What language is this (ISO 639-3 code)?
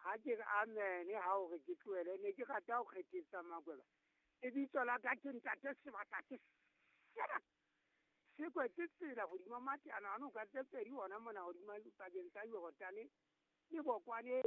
sot